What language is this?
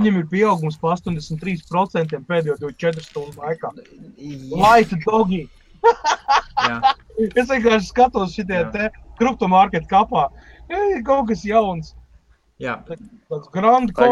Latvian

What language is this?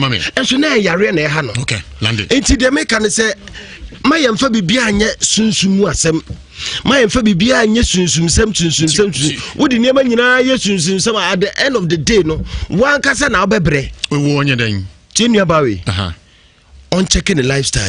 Akan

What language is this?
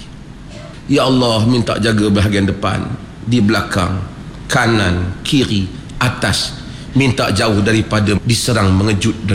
Malay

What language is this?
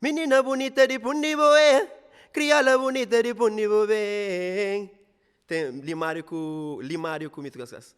Kabuverdianu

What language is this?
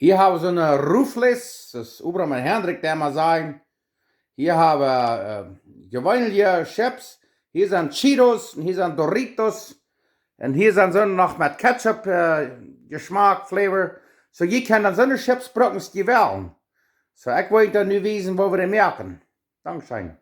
Plautdietsch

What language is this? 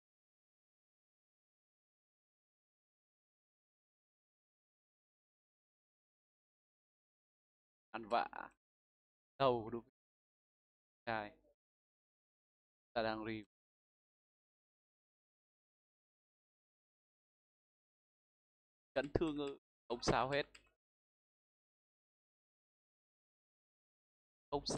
Vietnamese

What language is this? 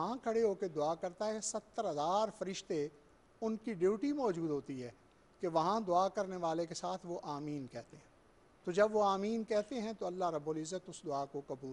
Urdu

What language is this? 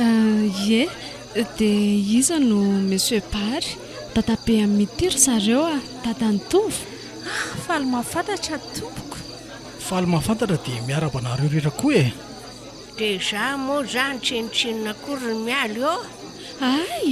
Malagasy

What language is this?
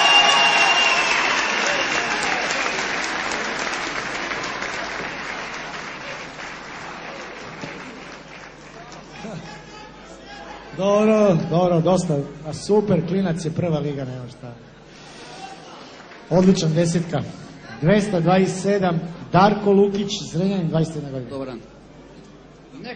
Serbian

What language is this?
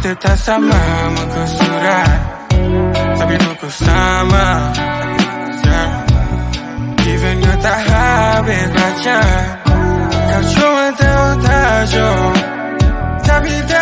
Malay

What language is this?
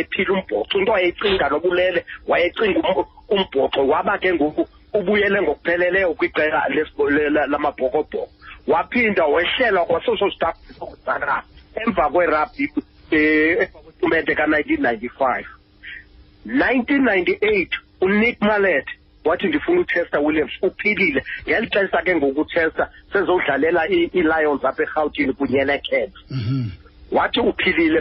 Xhosa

